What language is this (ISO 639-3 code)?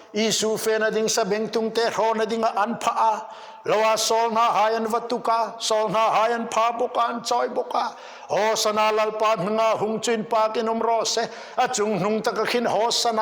hmr